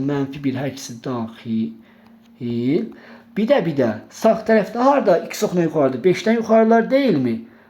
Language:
Azerbaijani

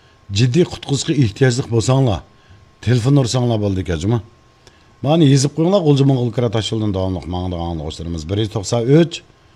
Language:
Uyghur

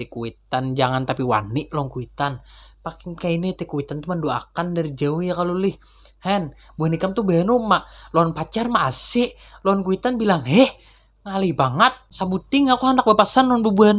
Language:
Banjar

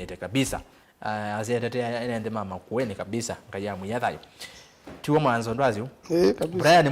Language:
Kamba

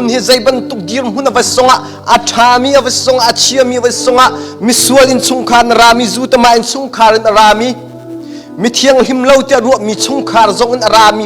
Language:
Hakha Chin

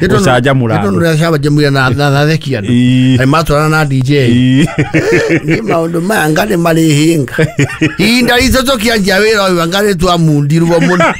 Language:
Kikuyu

